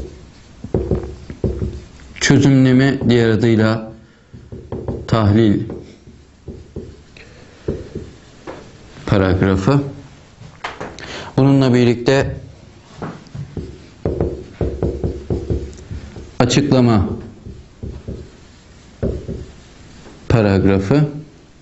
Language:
Turkish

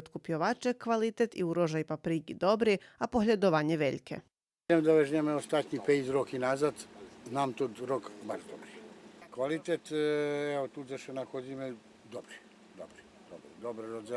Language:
Rusyn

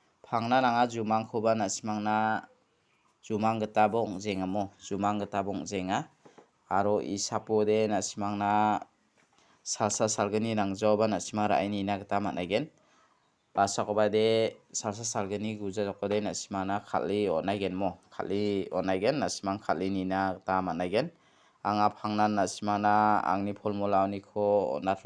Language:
Garo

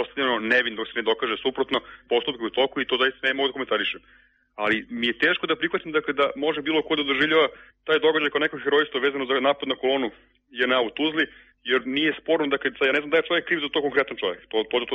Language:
Serbian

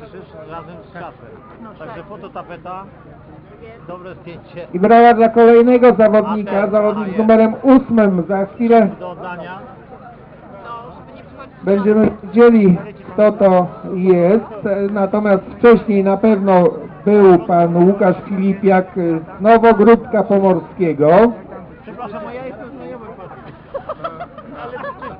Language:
Polish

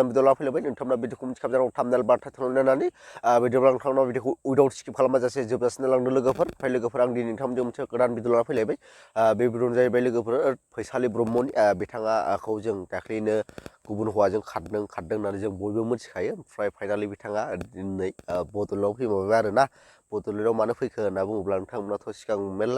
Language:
Bodo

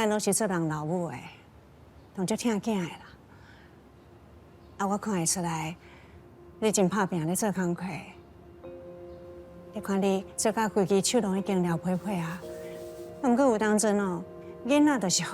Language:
Min Nan Chinese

